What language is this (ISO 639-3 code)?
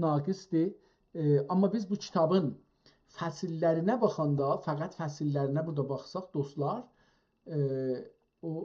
azb